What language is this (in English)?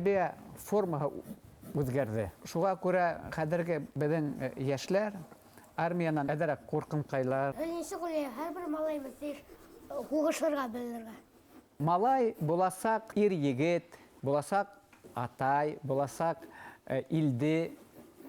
Bashkir